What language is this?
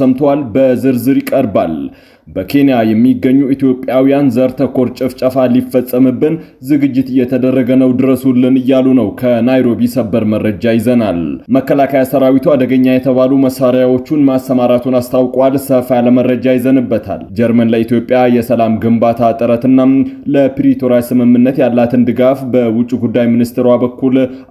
Amharic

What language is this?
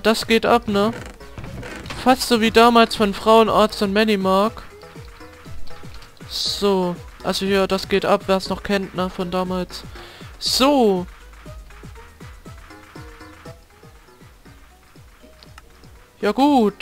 German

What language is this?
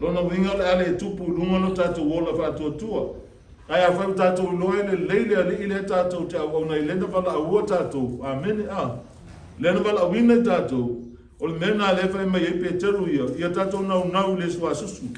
Samoan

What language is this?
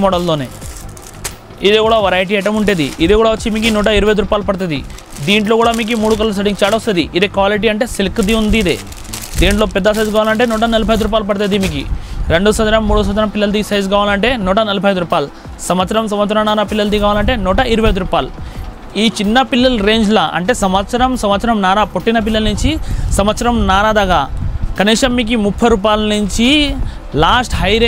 Telugu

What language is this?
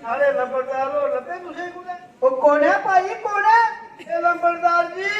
Dogri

